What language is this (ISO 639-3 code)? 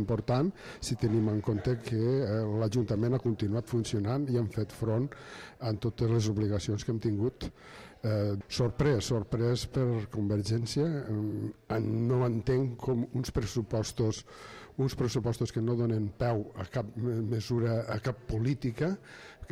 cat